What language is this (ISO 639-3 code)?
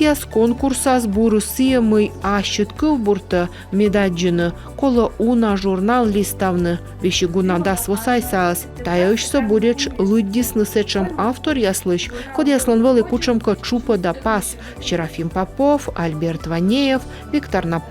kom